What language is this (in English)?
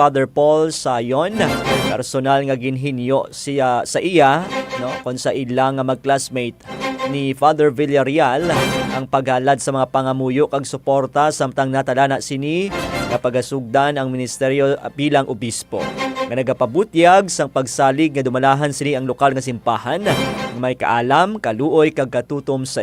Hiligaynon